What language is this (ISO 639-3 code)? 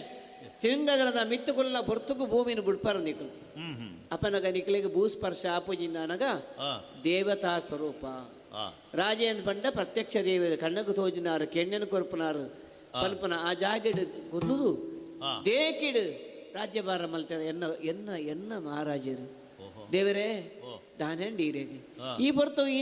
tcy